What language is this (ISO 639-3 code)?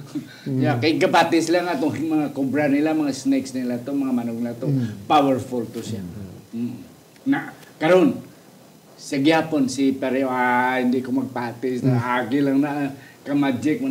hil